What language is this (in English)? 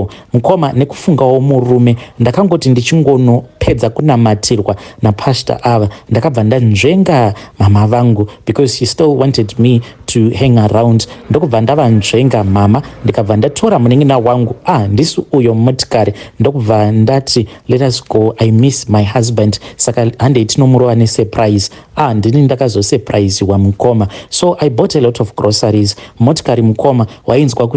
Shona